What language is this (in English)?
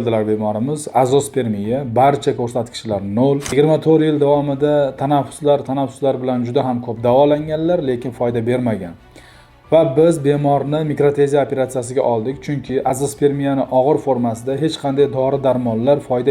Uzbek